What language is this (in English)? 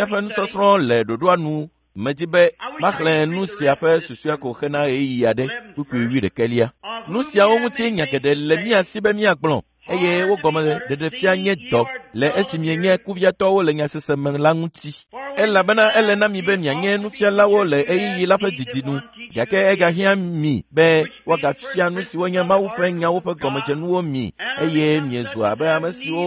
Ewe